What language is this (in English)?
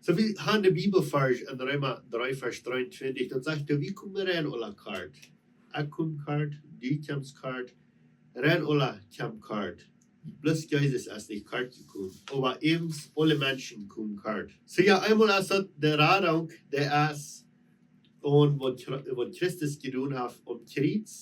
Plautdietsch